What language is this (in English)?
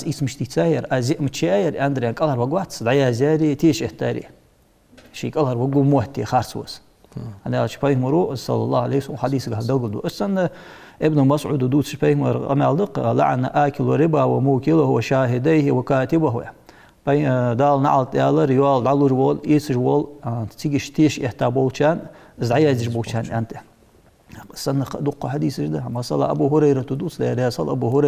Ingush